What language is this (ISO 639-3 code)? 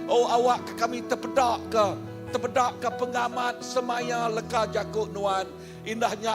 iba